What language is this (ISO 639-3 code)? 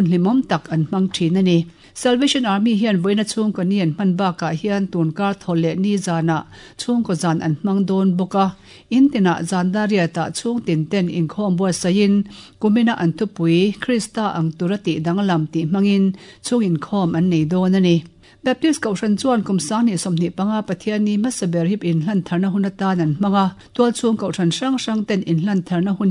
lus